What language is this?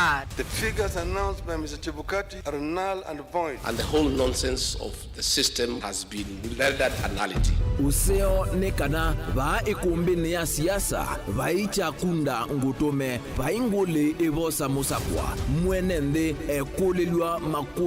Kamba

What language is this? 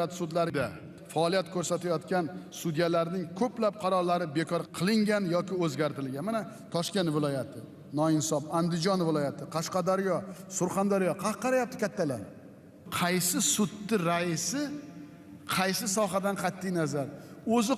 Uzbek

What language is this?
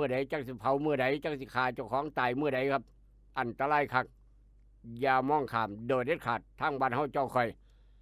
Northeastern Thai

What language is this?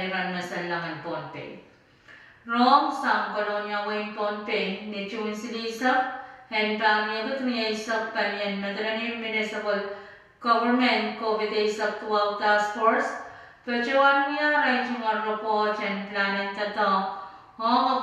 Pohnpeian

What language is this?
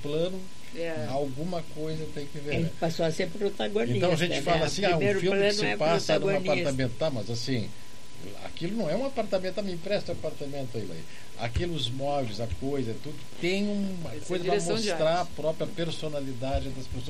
Portuguese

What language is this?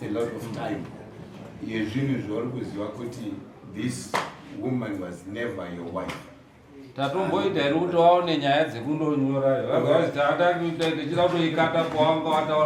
Shona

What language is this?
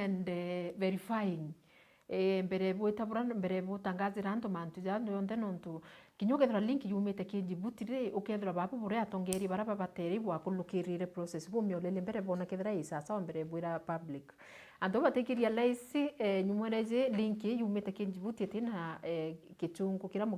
Meru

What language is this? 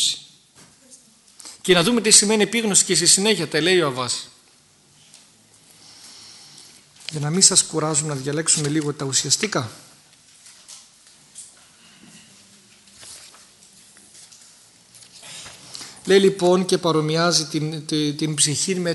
Greek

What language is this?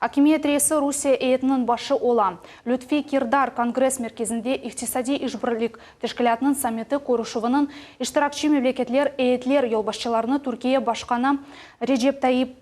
Crimean Tatar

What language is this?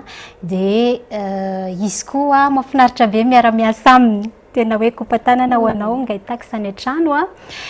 Malagasy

